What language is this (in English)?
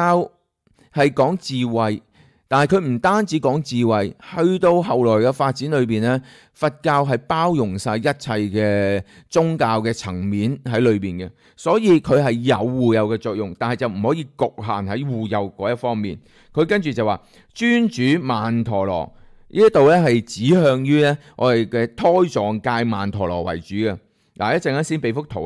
Cantonese